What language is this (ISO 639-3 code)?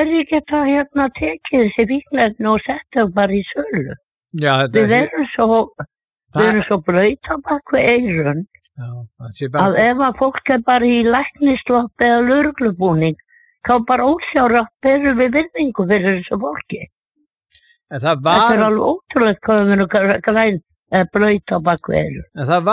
isl